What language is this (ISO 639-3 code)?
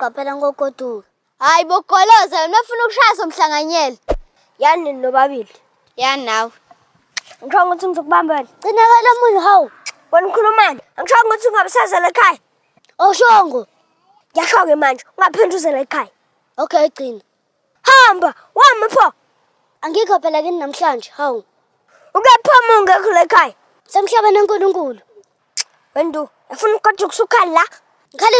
zul